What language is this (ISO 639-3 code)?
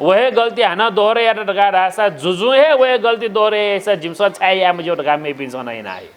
new